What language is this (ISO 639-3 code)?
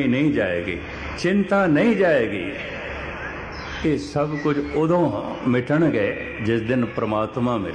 pan